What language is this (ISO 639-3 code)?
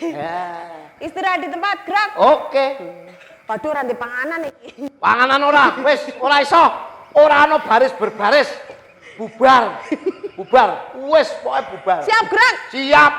jav